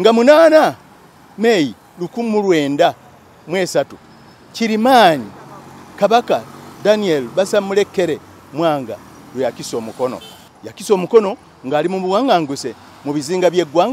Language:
Ganda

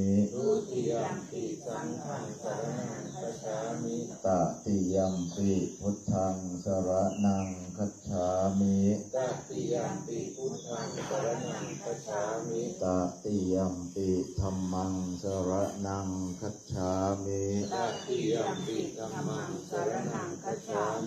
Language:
Pali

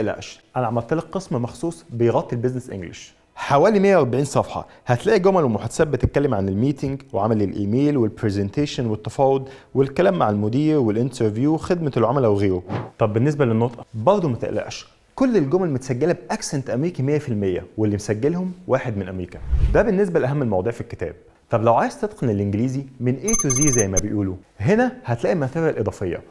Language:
Egyptian Arabic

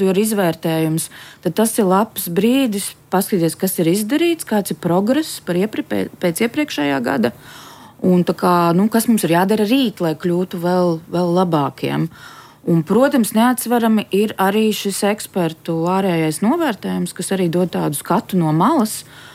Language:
Latvian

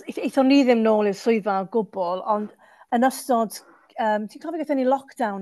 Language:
Welsh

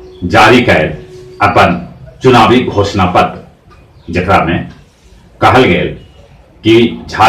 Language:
Magahi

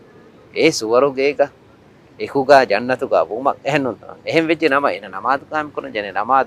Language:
Divehi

